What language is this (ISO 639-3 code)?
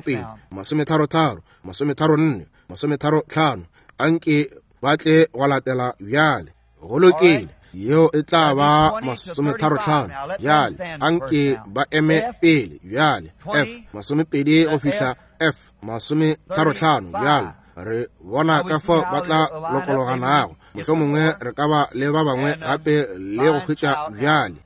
nso